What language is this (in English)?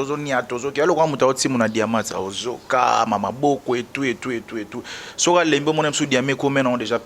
Lingala